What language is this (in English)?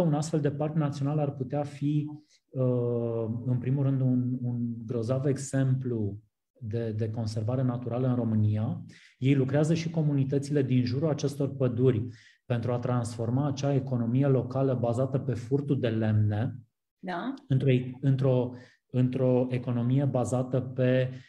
Romanian